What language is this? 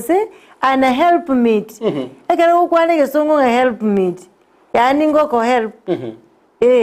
Gusii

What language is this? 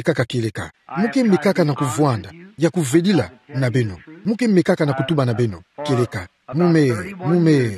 Kituba (Democratic Republic of Congo)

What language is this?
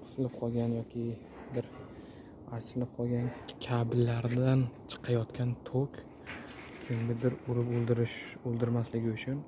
Uzbek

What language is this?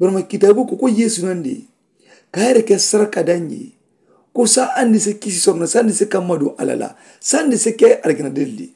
Mandingo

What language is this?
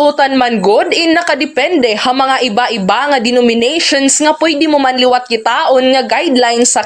Waray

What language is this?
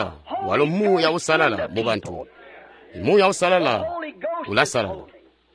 Tonga (Zambia)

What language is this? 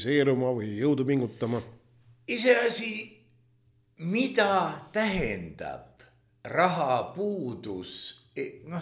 Estonian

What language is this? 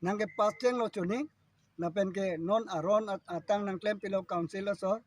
Karbi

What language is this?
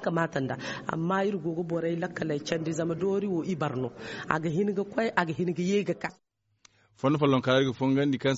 Zarma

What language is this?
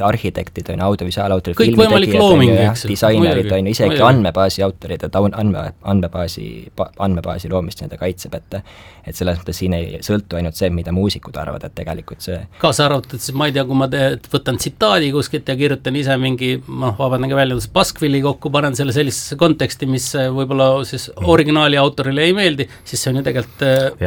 Estonian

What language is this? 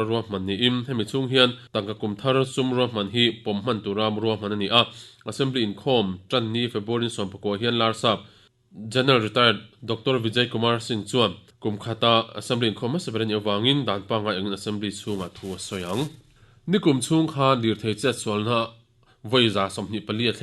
Mizo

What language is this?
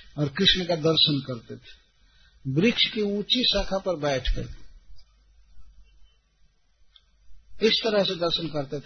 Hindi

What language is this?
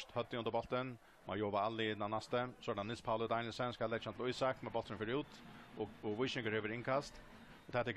Faroese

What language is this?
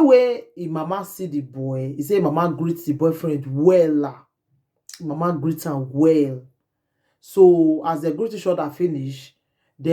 Nigerian Pidgin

